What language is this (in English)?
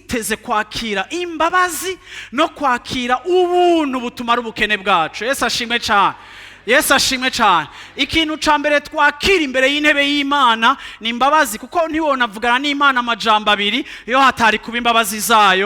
Rundi